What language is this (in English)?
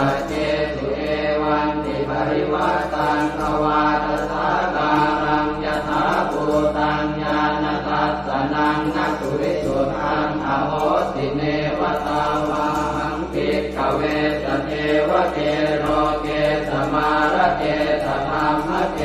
Pali